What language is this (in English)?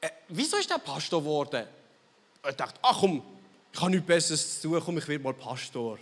Swiss German